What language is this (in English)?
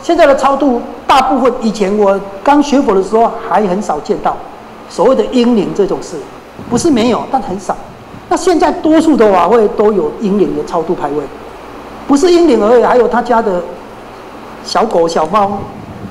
Chinese